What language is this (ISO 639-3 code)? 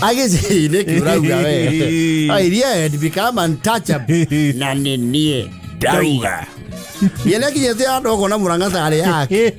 kik